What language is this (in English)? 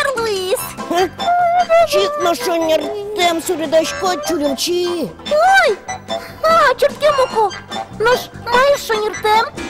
Udmurt